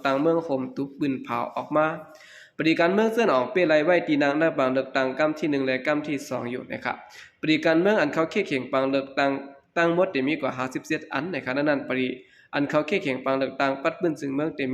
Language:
Shan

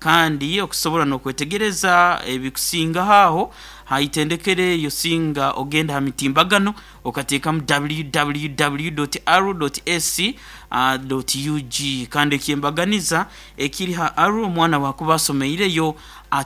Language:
Nyoro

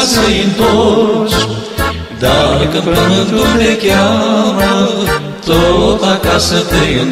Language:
Romanian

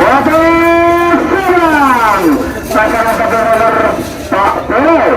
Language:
Madurese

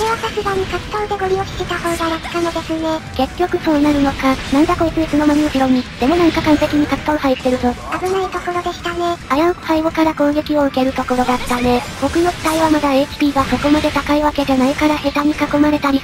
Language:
Japanese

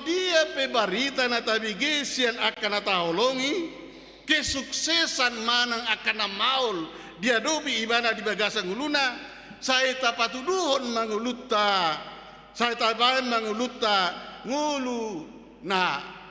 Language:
Batak Toba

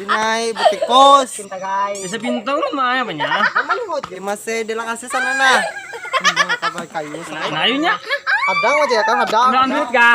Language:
Banjar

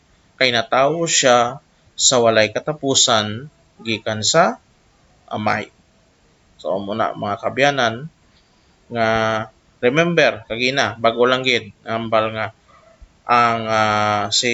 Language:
Hiligaynon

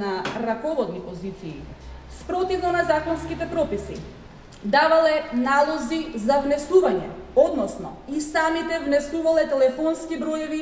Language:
Macedonian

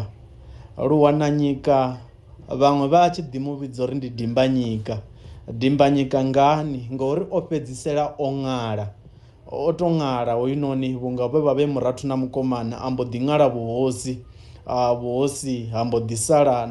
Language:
Venda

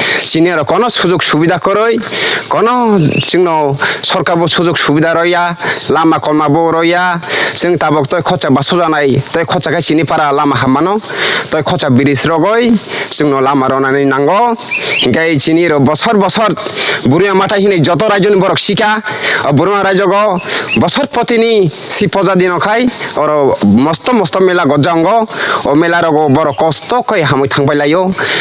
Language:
Kok Borok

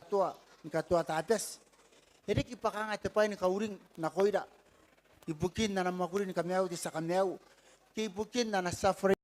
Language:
Gilbertese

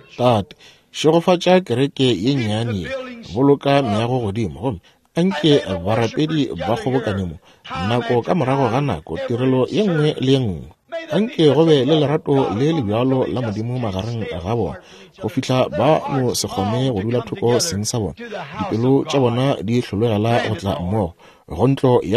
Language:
Northern Sotho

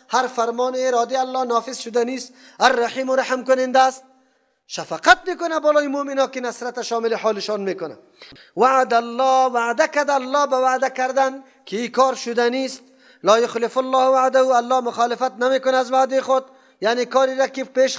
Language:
Persian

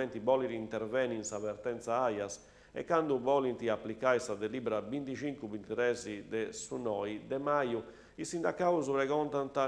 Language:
Sardinian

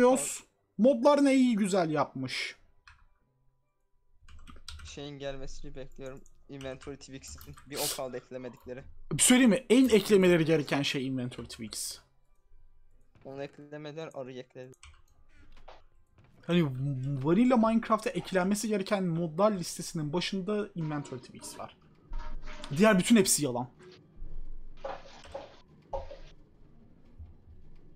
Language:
Turkish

